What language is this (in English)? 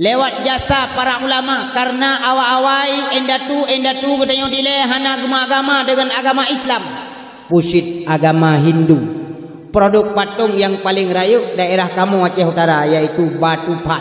Achinese